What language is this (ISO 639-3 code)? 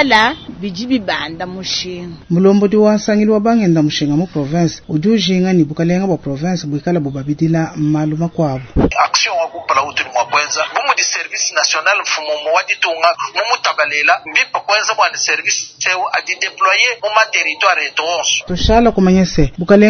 lua